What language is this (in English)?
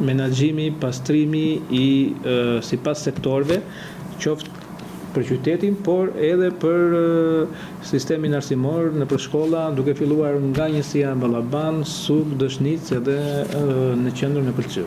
Albanian